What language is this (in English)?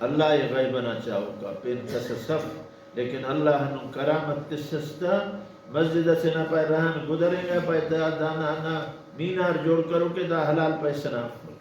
Brahui